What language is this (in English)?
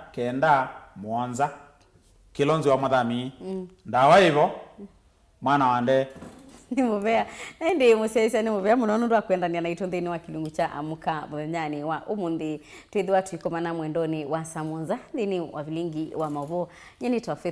Kamba